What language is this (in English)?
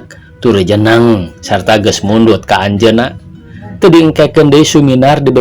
Sundanese